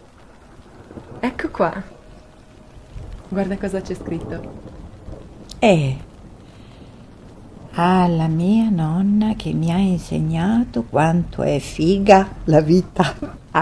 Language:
Italian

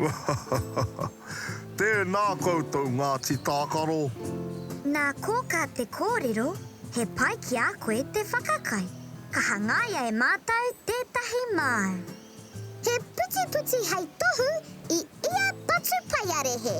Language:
Māori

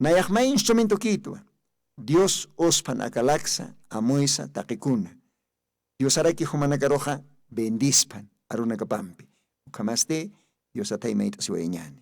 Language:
Aymara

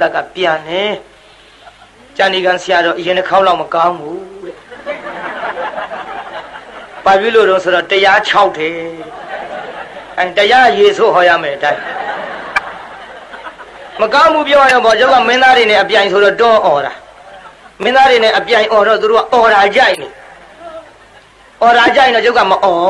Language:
Burmese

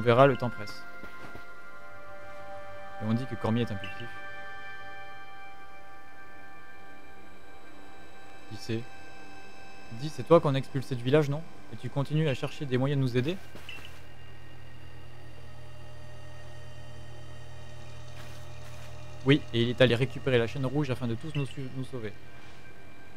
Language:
French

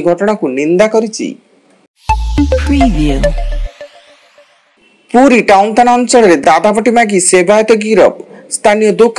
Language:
Odia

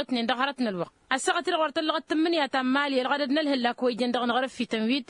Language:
Tamasheq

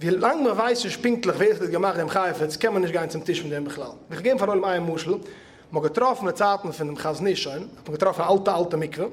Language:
Yiddish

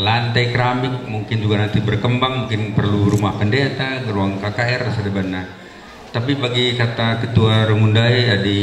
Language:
Batak Karo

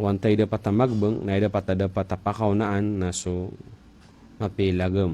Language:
Maranao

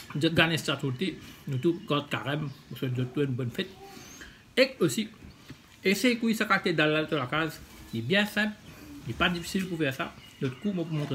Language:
Morisyen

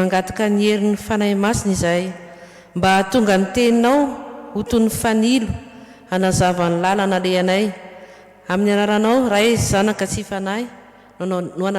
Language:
Malagasy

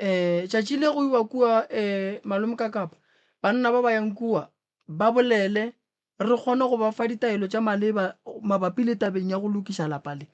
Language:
Northern Sotho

